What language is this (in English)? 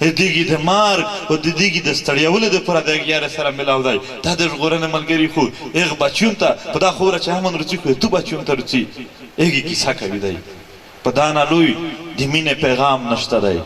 Pashto